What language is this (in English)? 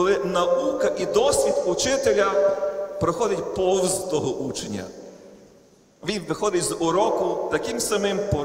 Ukrainian